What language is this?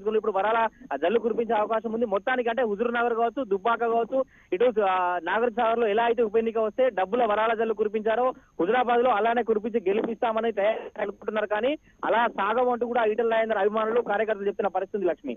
Telugu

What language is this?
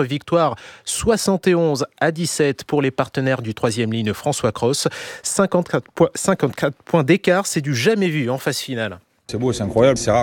French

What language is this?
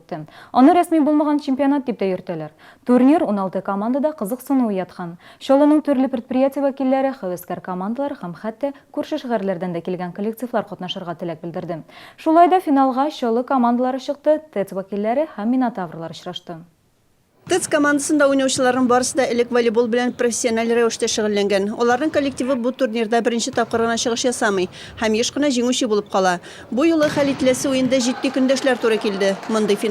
Tatar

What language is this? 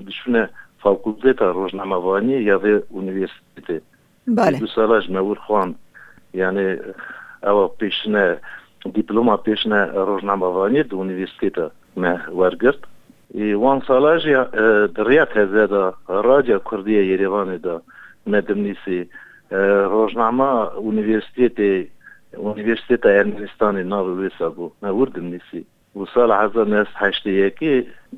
Kurdish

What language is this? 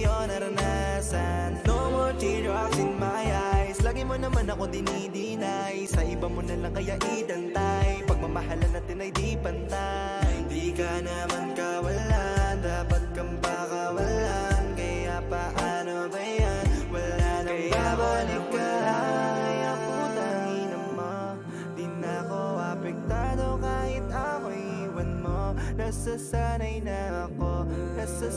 Filipino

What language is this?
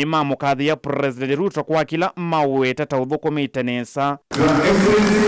Kamba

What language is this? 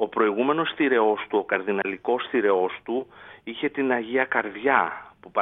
Greek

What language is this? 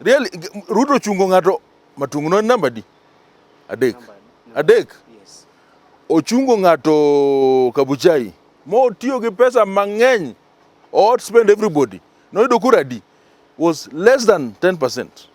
Luo (Kenya and Tanzania)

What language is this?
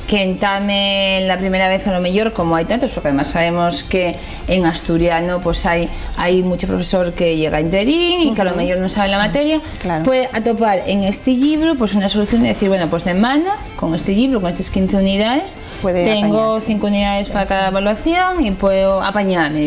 Asturian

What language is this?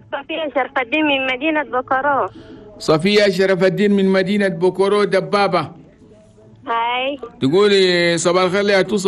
Chadian Arabic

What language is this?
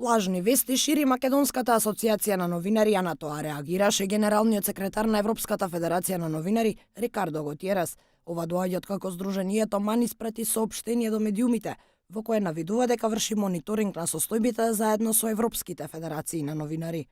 Macedonian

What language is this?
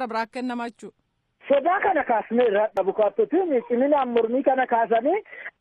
Oromo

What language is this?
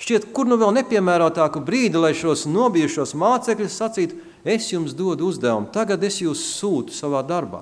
Latvian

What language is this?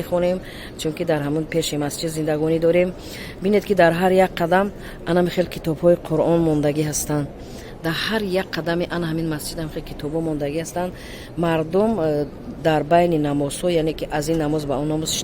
Tajik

